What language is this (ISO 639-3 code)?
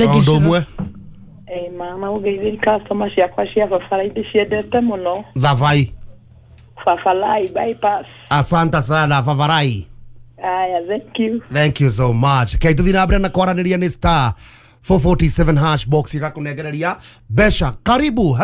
kik